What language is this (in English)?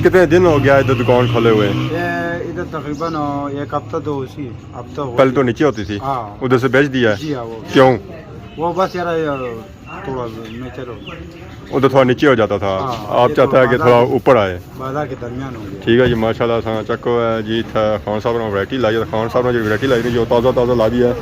Pahari-Potwari